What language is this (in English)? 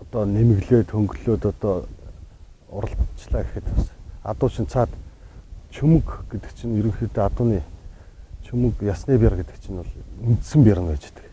Mongolian